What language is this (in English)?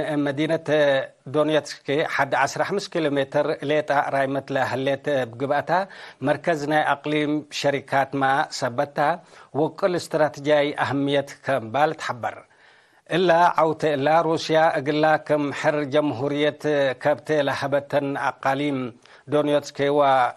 Tigre